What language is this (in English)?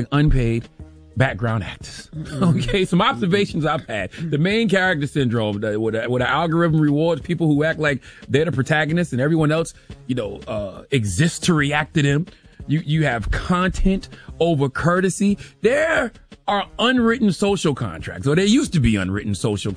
English